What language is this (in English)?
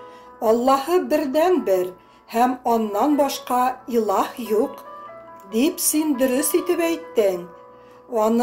Tatar